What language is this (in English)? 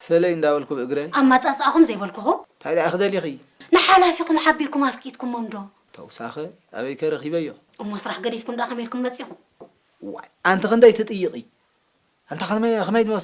Tigrinya